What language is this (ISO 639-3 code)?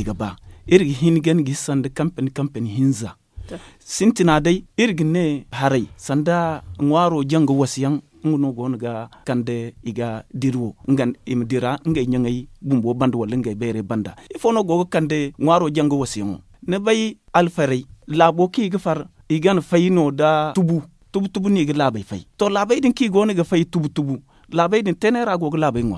dje